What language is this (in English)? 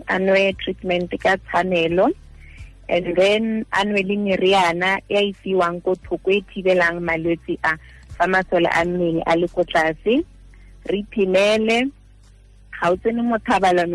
Tswana